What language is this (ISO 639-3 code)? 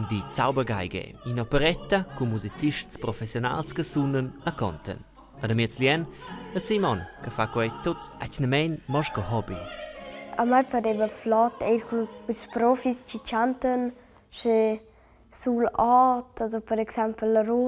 roh